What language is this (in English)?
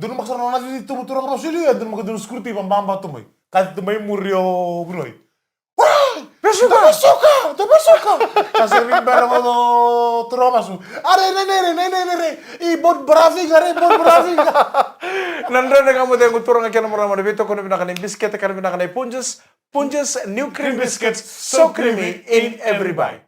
Fijian